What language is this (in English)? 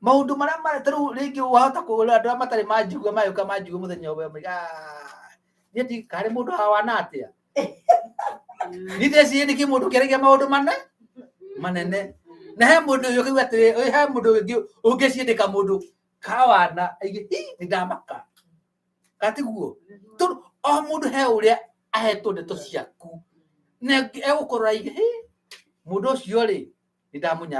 Kikuyu